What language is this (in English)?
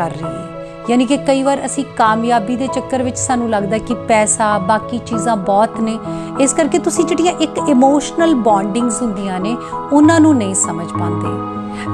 Punjabi